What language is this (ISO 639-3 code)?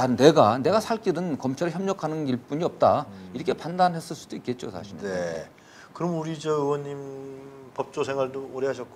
kor